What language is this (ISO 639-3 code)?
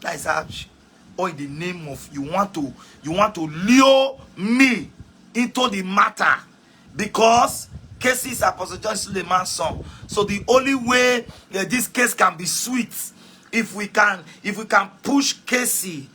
pcm